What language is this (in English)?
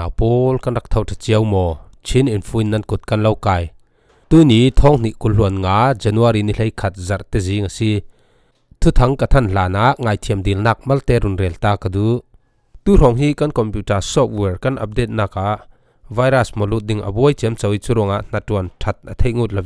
Falam Chin